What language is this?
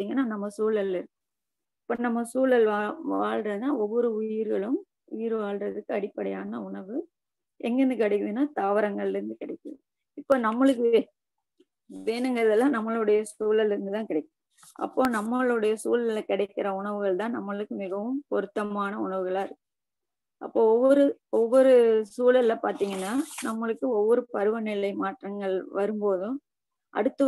Tamil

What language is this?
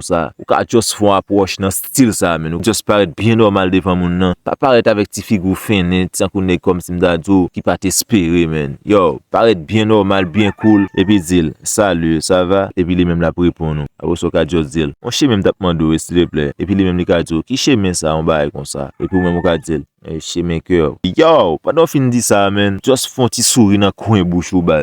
Haitian Creole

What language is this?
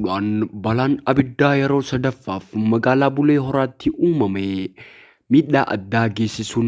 Oromo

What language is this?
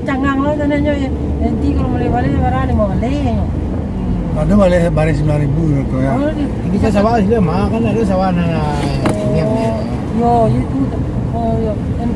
Minangkabau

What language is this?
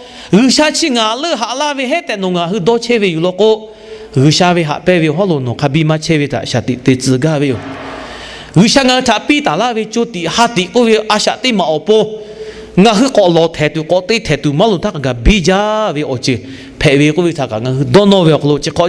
Lahu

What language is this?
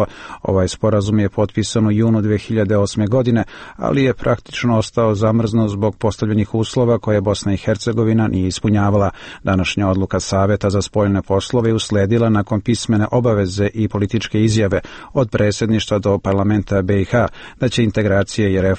Serbian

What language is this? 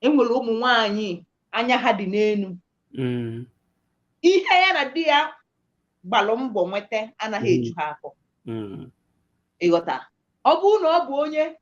Igbo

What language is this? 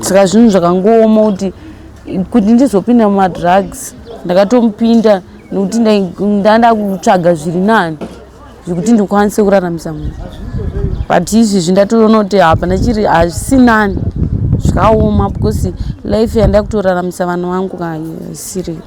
Shona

